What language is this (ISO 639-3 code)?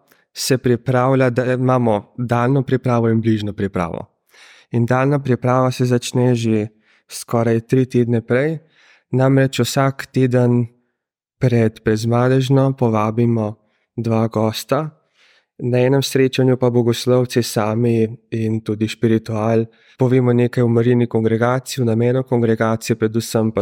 slv